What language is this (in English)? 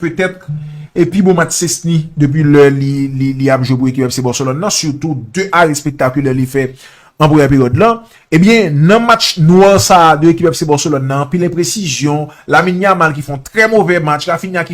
Haitian Creole